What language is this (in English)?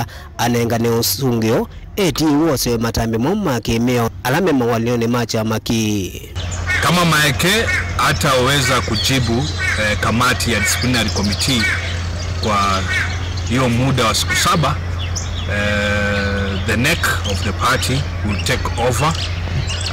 Kamba